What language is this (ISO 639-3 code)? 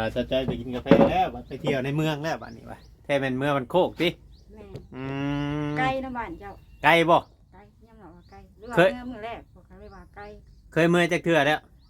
tts